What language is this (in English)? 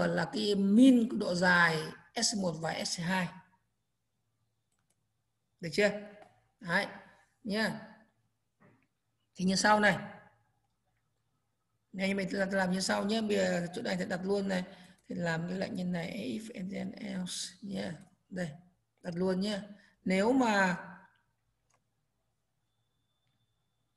Vietnamese